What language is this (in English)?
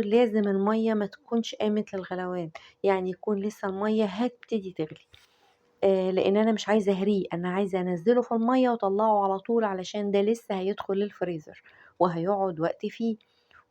Egyptian Arabic